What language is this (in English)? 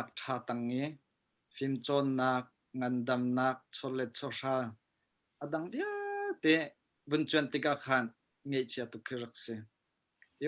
Hakha Chin